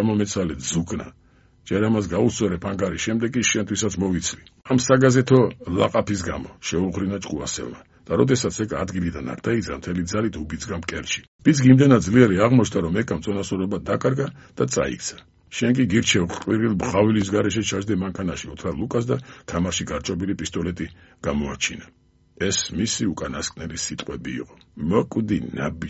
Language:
Georgian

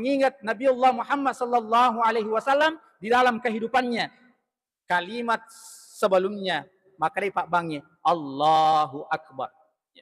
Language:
Buginese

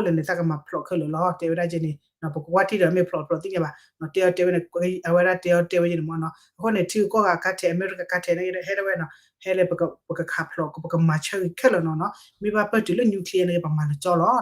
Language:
S'gaw Karen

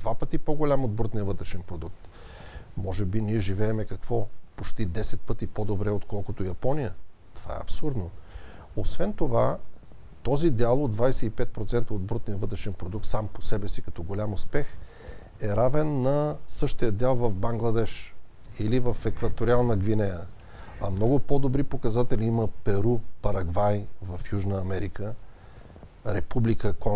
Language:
Bulgarian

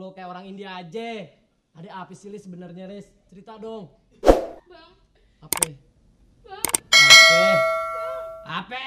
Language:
Betawi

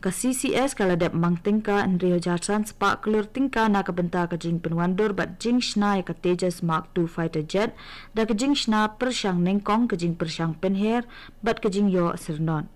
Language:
Khasi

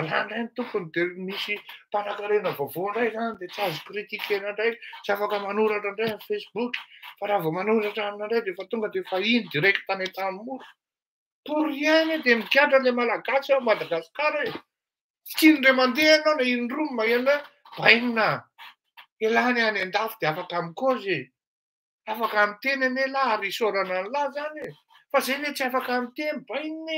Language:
Malagasy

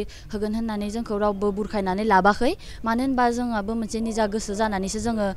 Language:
Bodo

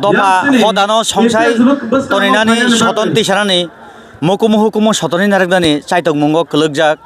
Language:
Kok Borok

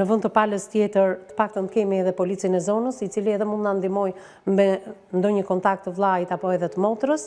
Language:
Albanian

